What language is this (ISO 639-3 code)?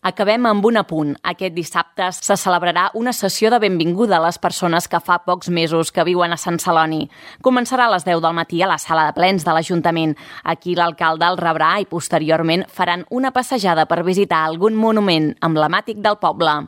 cat